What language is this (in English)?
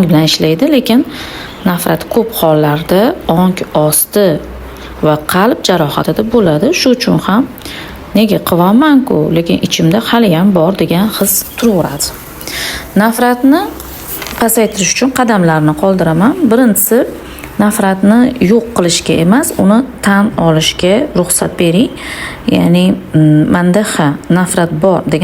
Uzbek